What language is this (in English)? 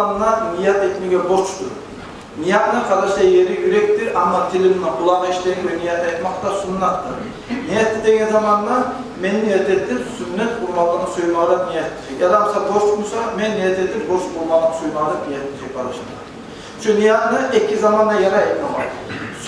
Kumyk